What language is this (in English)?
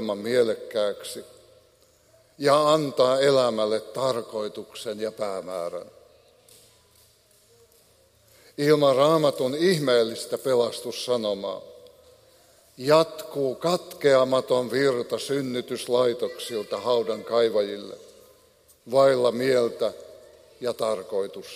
Finnish